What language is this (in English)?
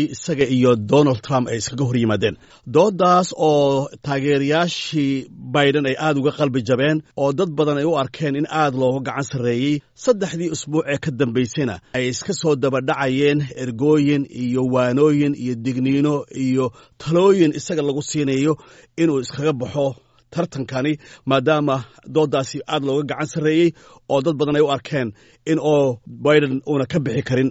Somali